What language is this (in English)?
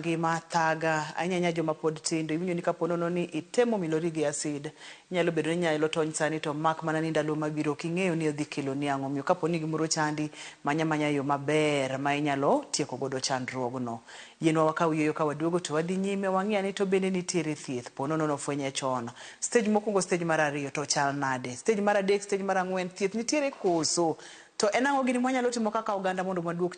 Luo (Kenya and Tanzania)